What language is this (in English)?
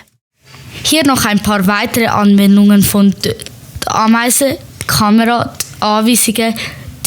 Swiss German